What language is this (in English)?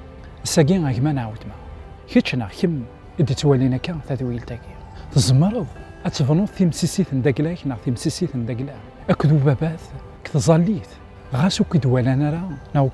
Kabyle